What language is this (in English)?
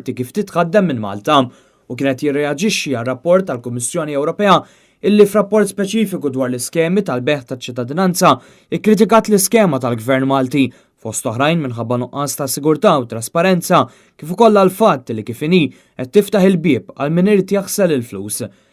Maltese